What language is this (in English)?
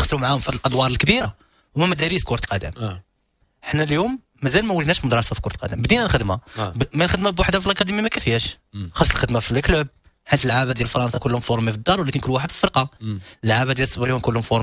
Moroccan Arabic